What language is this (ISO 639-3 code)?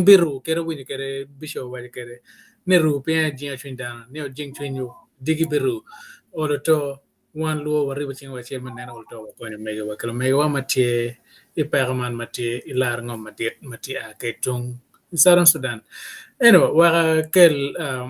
ach